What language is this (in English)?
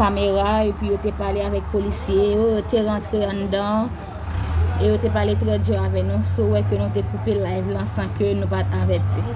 Haitian Creole